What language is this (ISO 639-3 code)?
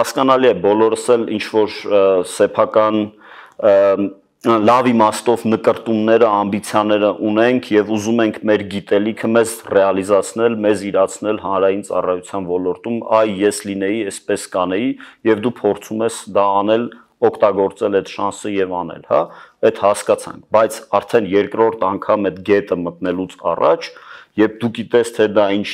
hye